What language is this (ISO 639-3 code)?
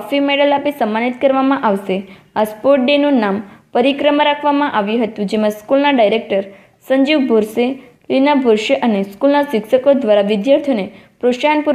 guj